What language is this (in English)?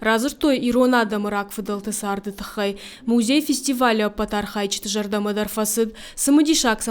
Ossetic